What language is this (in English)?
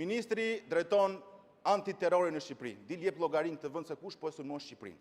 Albanian